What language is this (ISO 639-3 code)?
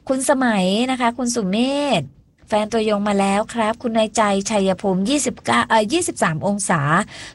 tha